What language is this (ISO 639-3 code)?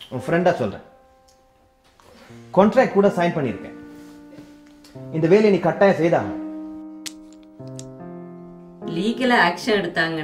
tam